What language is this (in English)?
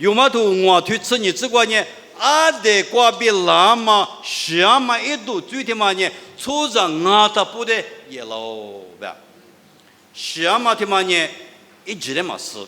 Lisu